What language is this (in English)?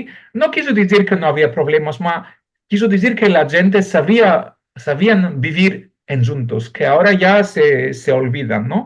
Ladino